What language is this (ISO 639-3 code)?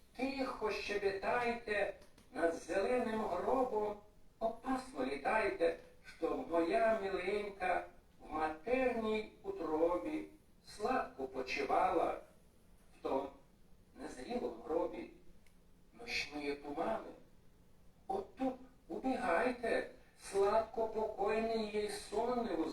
rue